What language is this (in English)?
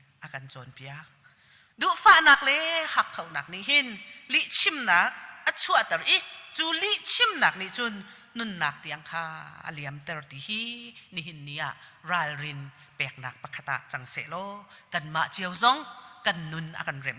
Hakha Chin